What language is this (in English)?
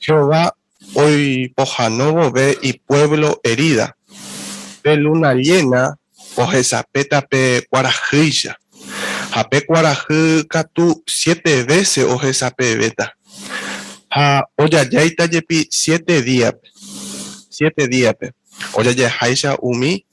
Guarani